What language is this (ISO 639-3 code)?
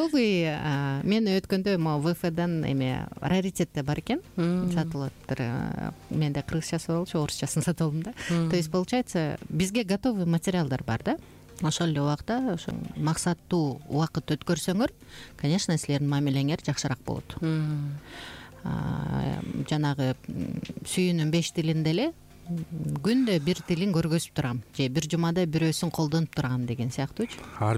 kir